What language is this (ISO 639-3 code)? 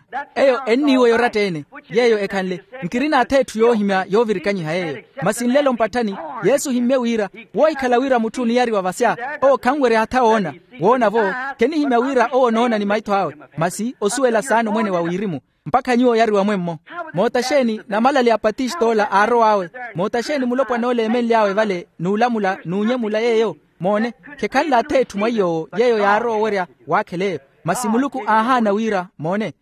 vmw